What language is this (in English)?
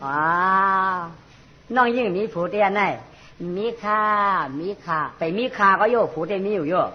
Shan